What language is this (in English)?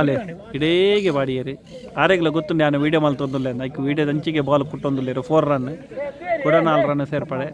Tulu